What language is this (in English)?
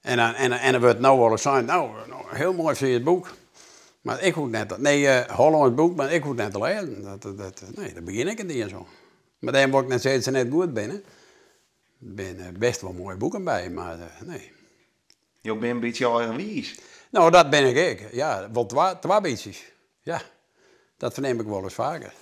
Western Frisian